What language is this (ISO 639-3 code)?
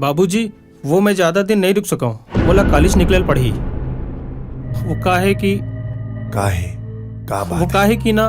hne